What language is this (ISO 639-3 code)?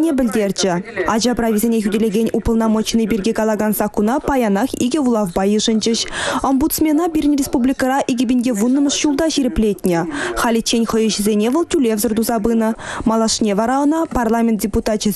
chv